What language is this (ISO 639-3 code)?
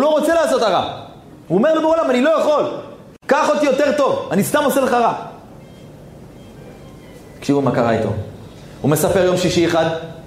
heb